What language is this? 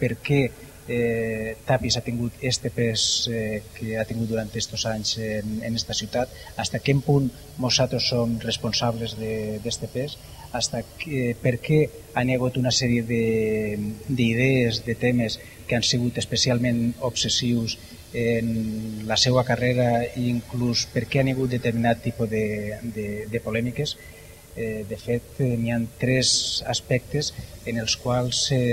Catalan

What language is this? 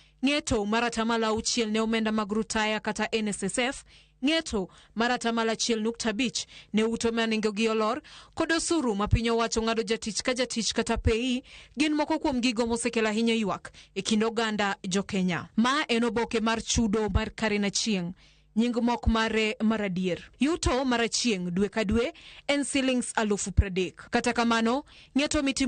Luo (Kenya and Tanzania)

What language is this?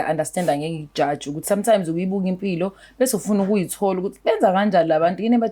Zulu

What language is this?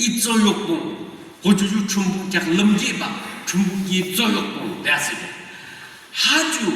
Yimchungru Naga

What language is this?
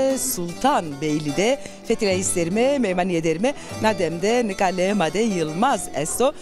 Zaza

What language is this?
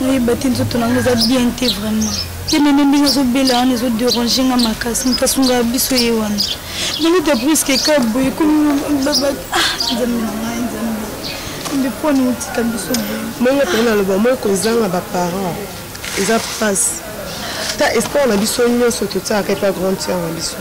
Lingala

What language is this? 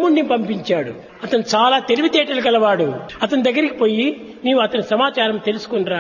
Telugu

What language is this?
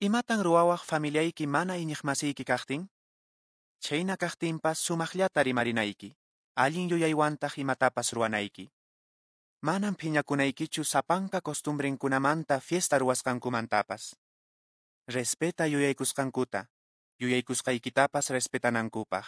Quechua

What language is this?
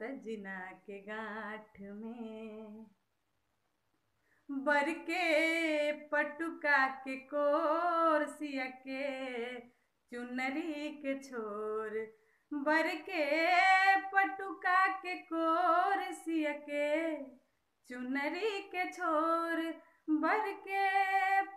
Bhojpuri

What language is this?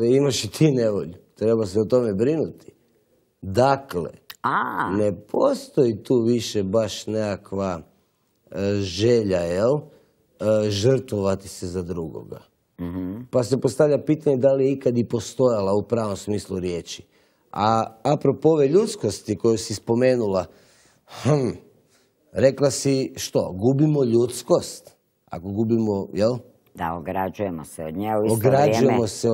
Croatian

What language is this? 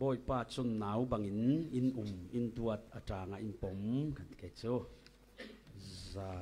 Falam Chin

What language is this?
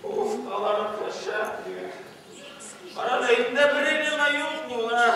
Bashkir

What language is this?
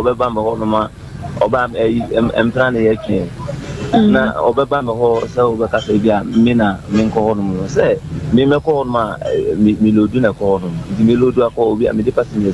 Akan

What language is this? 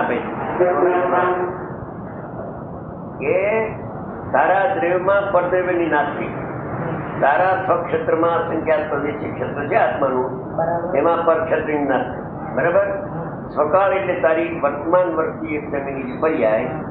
Gujarati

